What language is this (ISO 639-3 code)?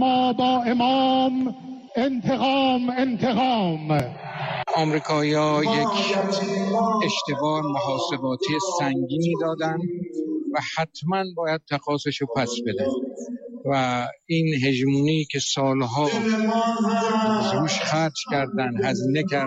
fas